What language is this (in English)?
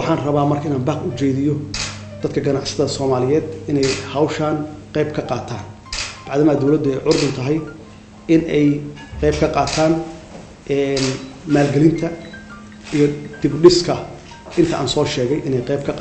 Somali